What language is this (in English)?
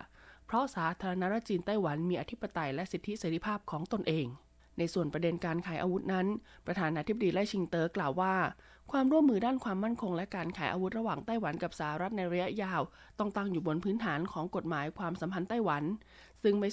Thai